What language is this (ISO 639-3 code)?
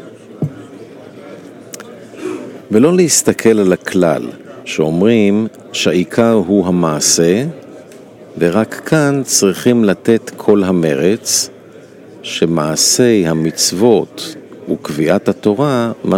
heb